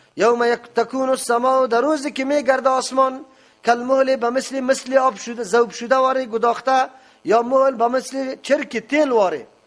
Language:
Persian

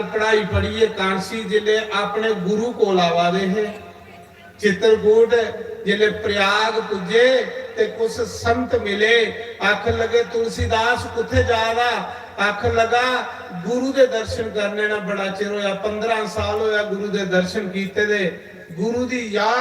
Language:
Dogri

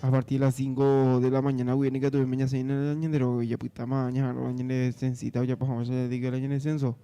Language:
Guarani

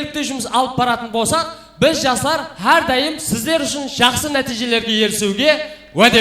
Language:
Kara-Kalpak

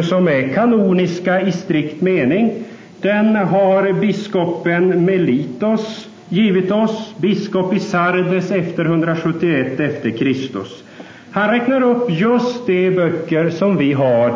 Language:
Swedish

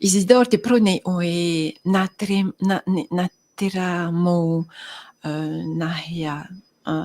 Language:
Tahitian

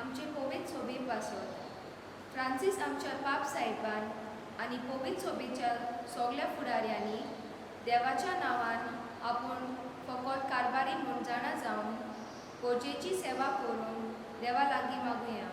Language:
Konkani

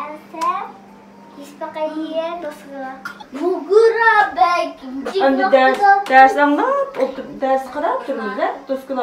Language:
Uyghur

